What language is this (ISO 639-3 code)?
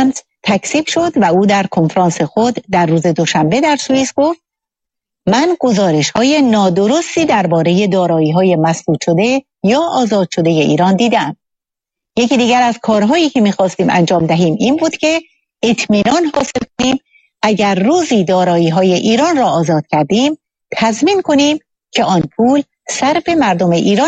fas